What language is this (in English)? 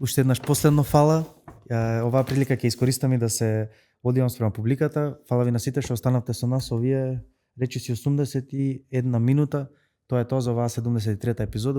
Macedonian